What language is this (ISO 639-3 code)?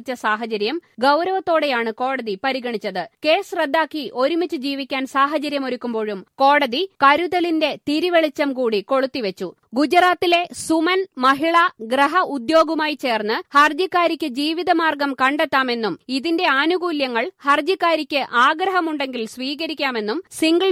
mal